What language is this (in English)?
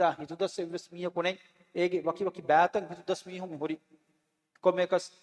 Divehi